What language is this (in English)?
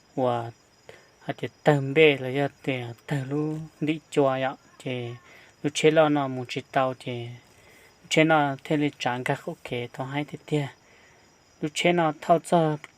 Hmong